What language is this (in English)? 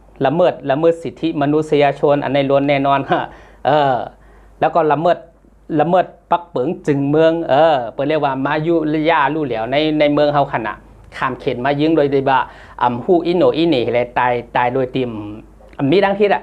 Shan